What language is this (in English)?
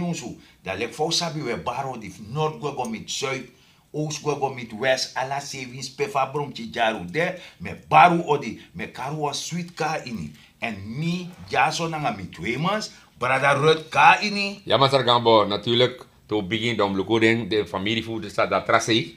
Sranan Tongo